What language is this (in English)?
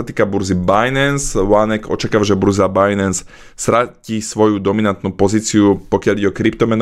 Slovak